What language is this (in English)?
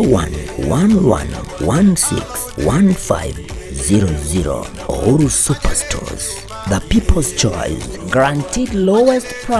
Gusii